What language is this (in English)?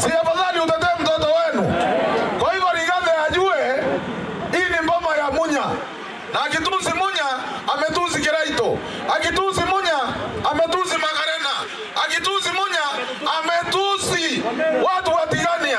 Meru